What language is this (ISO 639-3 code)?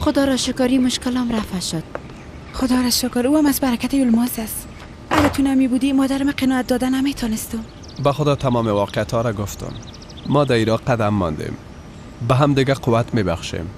fas